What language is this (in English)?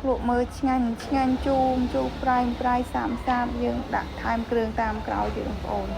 Khmer